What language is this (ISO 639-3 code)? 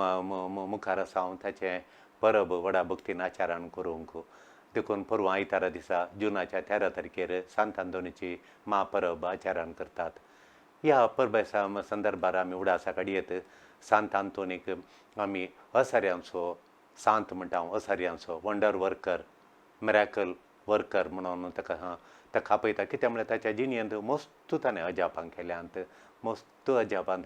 kok